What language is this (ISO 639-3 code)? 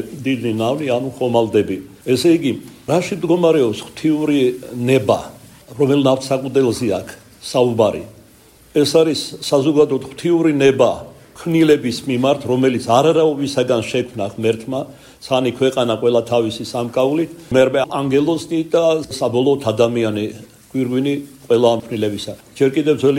kat